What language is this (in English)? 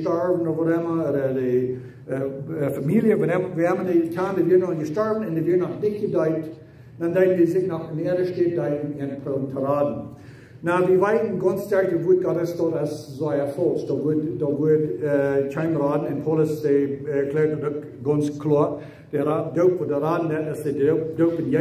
Plautdietsch